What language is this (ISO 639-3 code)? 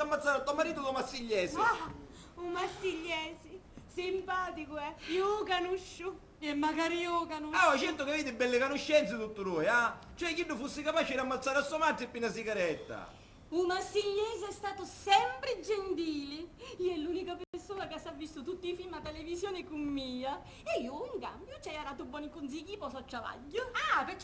scn